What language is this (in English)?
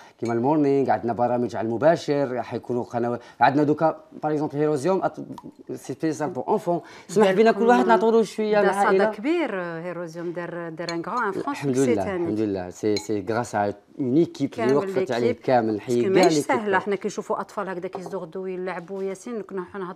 Algerian Arabic